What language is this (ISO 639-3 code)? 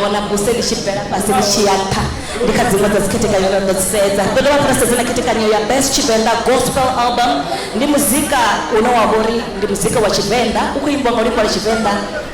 ven